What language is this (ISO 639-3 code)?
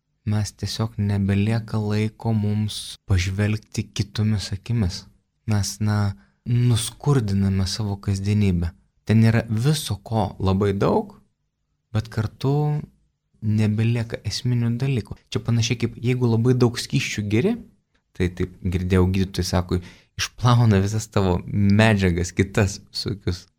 lit